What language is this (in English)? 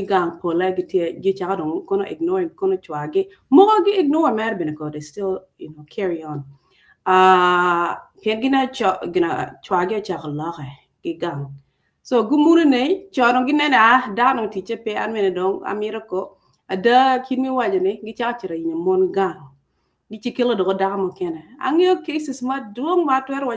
Acoli